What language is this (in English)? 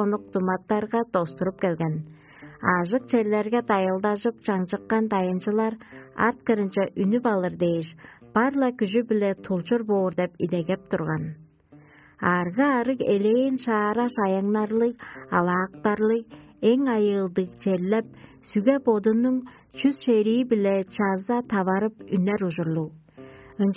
Tuvinian